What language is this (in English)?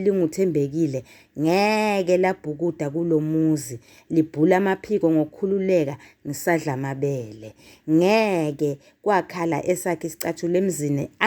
Zulu